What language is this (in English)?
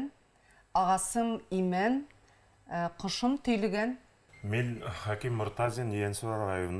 Bashkir